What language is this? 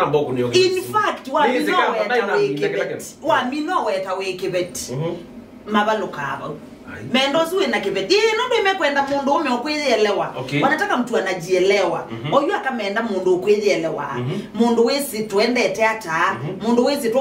Kamba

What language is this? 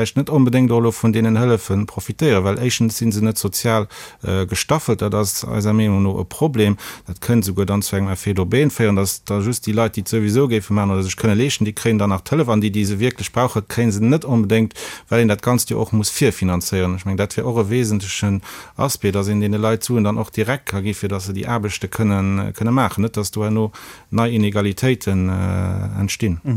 Luxembourgish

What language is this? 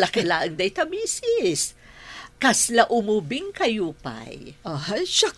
Iloko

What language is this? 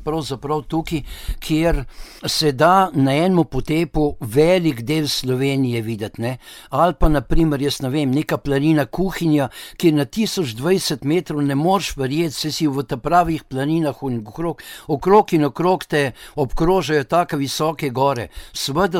Slovenian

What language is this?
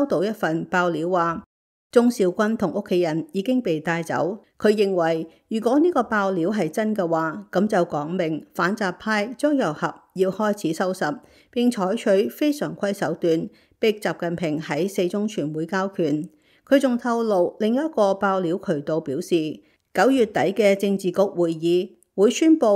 Cantonese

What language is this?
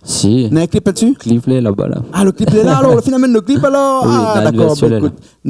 Réunion Creole French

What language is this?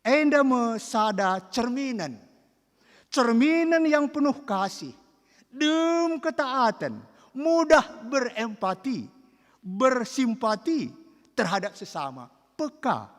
Batak Karo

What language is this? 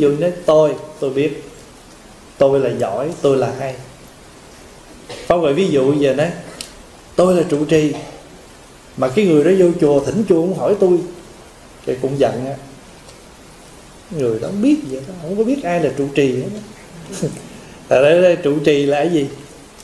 Vietnamese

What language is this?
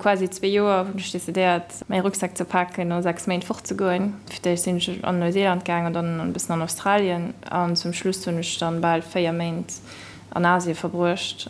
Luxembourgish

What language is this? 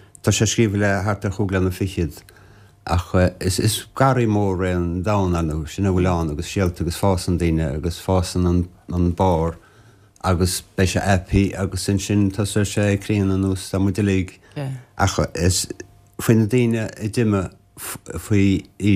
Irish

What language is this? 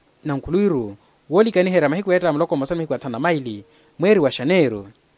Makhuwa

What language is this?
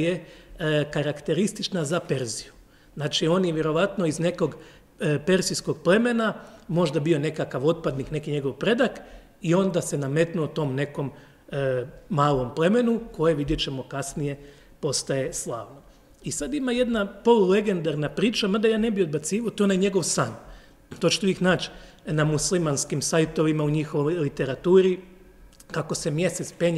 Croatian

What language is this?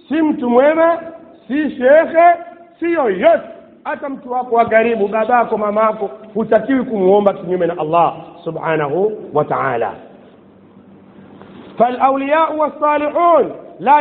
Swahili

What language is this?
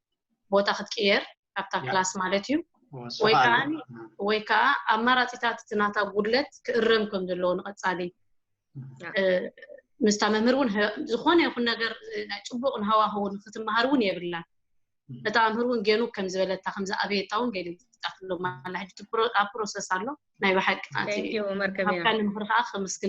Tigrinya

